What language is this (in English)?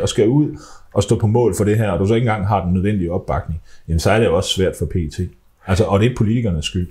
Danish